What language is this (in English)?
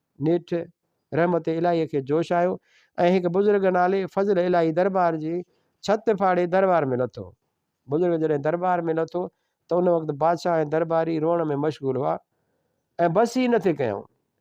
Sindhi